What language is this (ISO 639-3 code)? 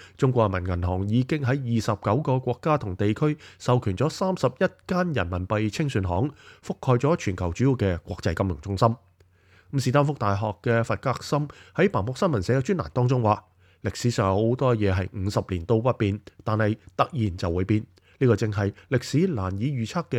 yue